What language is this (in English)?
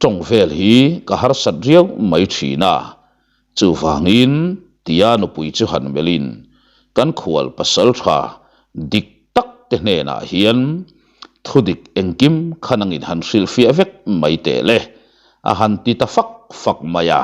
Mizo